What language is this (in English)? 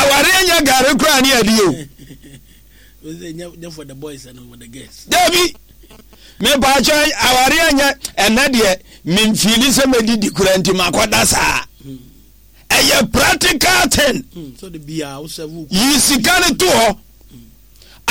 Akan